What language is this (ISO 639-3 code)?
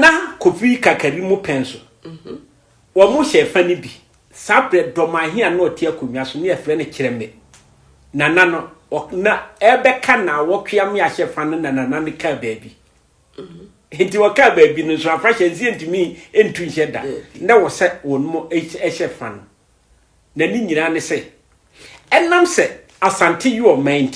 aka